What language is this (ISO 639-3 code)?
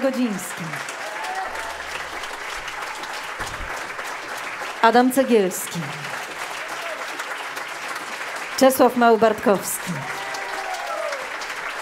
pol